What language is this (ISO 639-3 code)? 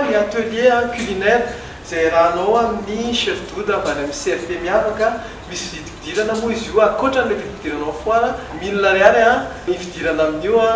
mlg